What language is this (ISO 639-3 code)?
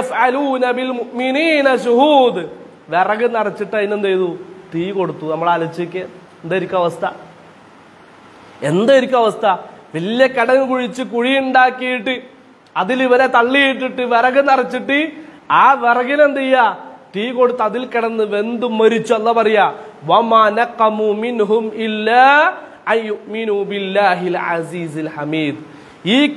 mal